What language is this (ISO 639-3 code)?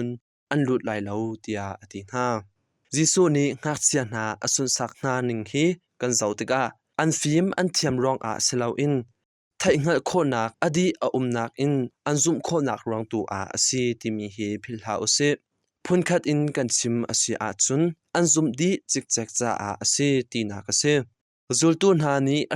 cnh